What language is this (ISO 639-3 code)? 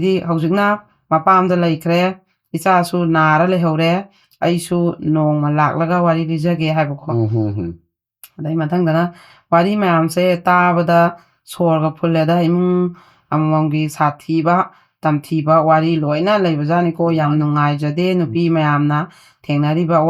mni